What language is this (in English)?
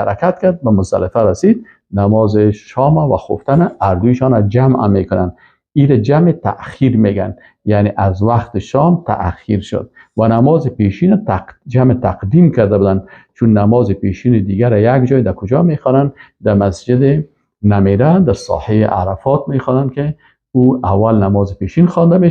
Persian